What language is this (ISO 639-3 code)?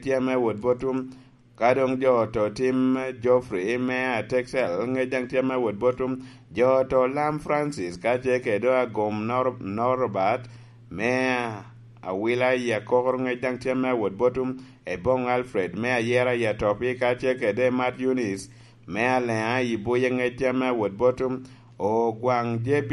laj